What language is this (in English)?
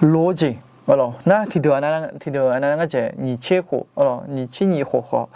Akha